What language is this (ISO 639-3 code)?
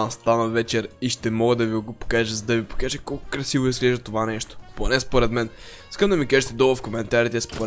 bul